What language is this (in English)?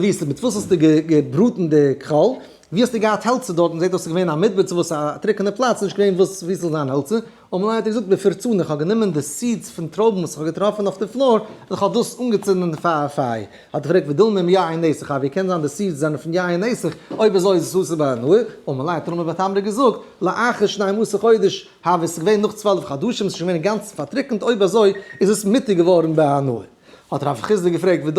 Yiddish